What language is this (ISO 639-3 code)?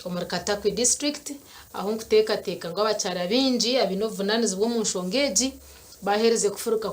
nyn